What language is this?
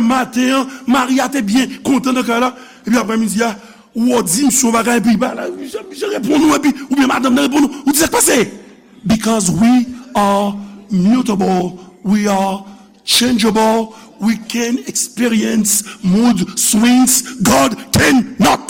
Haitian Creole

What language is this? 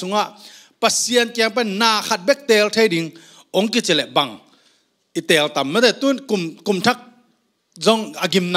Tedim Chin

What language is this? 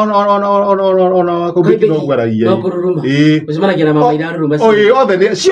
Kikuyu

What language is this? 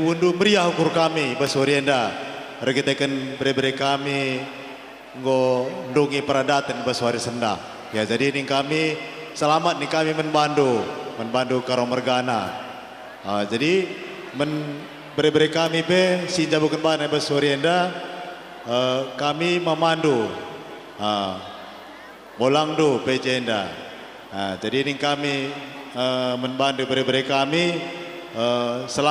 Batak Karo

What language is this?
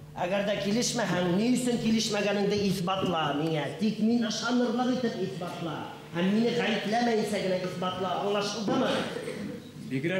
Bashkir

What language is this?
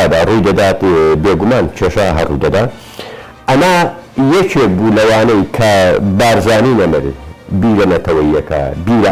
Central Kurdish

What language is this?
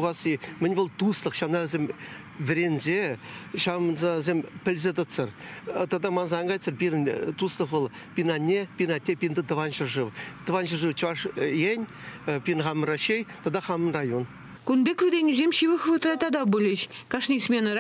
Chuvash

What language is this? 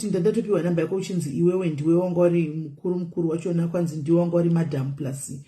Shona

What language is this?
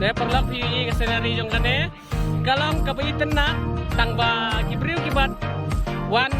Khasi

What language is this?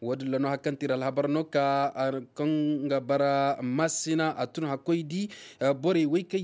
Zarma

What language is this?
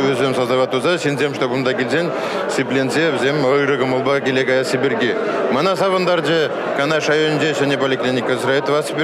Chuvash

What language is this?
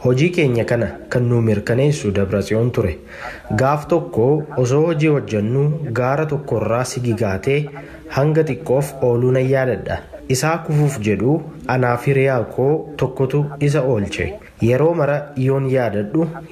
Oromo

